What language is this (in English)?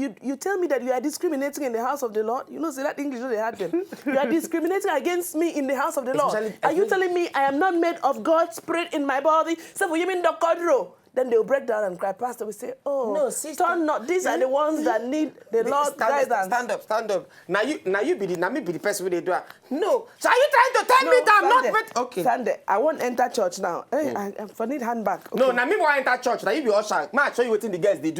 Nigerian Pidgin